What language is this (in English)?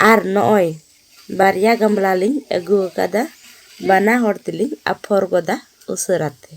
Santali